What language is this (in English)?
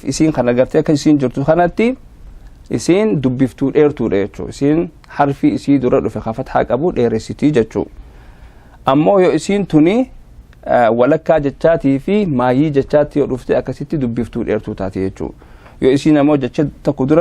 Oromo